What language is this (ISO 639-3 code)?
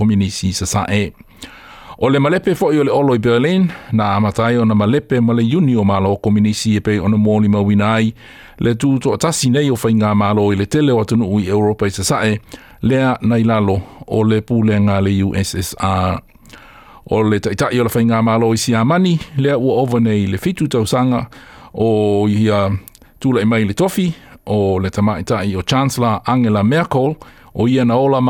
smo